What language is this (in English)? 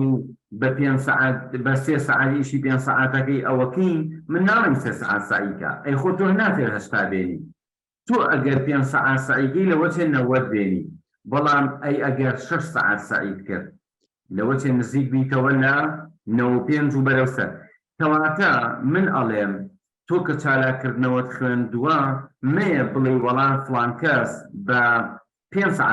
Central Kurdish